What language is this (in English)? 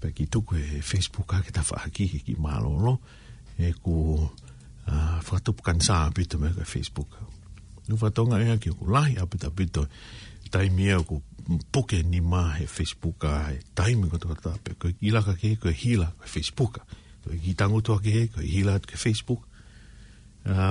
Tongan